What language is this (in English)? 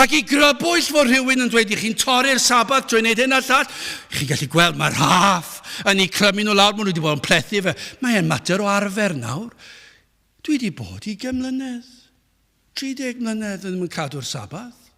Welsh